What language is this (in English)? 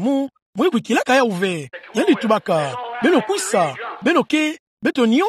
Kituba (Democratic Republic of Congo)